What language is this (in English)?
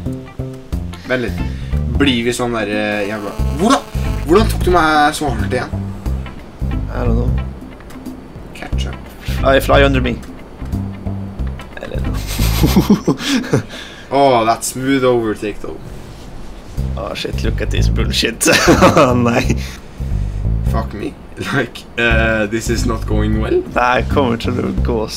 Norwegian